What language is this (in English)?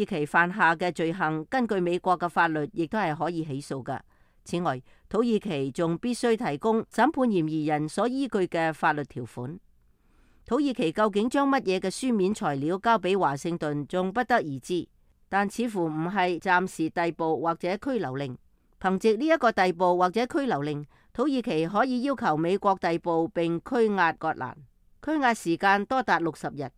Cantonese